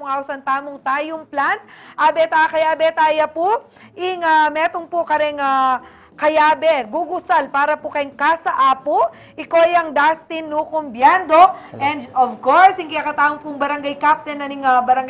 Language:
Pampanga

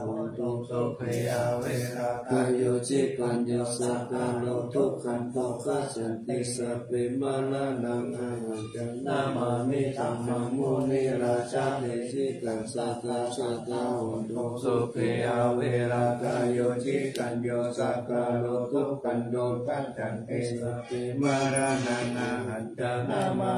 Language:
Pali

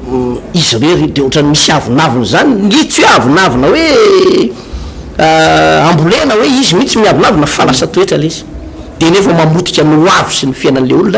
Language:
Malagasy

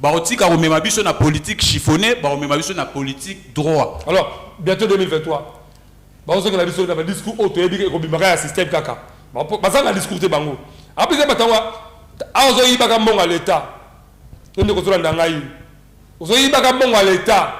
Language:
Lingala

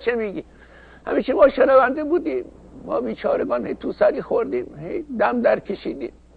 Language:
Persian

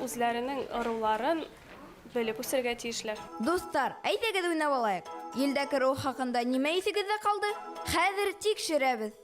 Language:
Bashkir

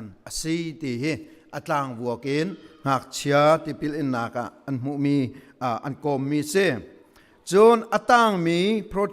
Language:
Hakha Chin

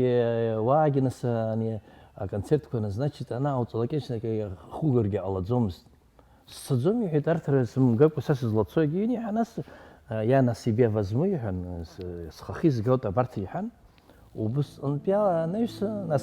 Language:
Abkhazian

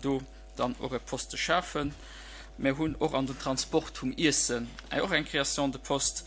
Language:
Luxembourgish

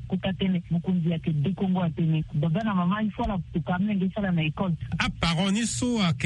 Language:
Sango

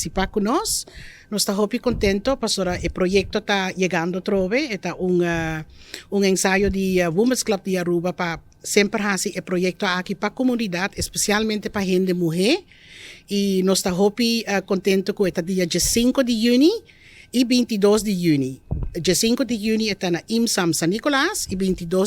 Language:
Papiamento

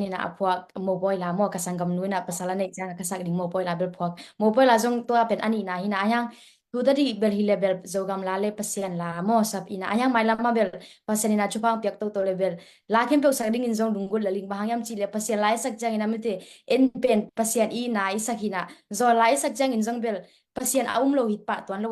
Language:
Tedim Chin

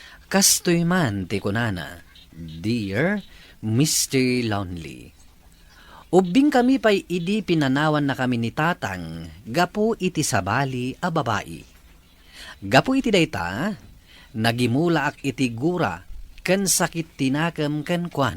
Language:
Iloko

